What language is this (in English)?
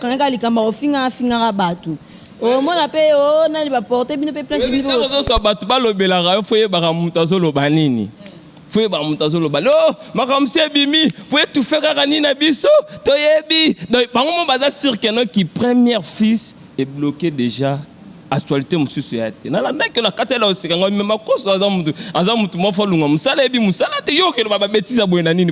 Lingala